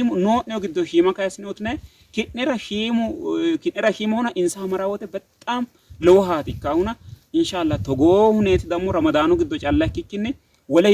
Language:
Sidamo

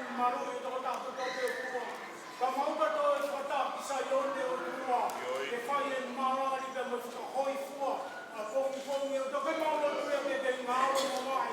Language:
Tongan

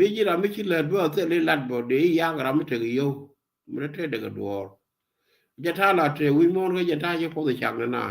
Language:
Nuer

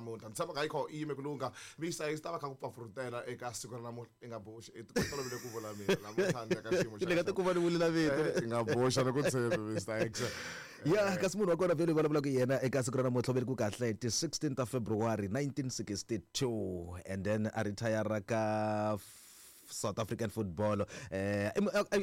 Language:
Tsonga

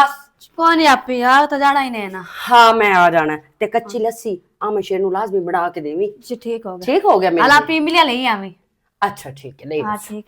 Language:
Western Panjabi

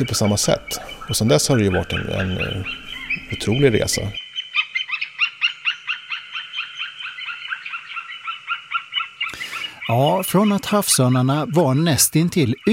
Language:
Swedish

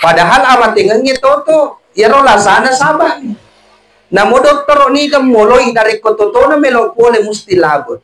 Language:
Buginese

